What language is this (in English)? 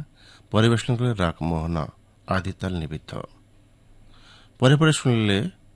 Odia